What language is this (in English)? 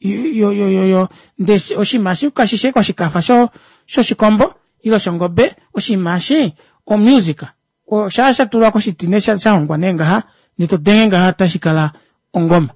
Kuanyama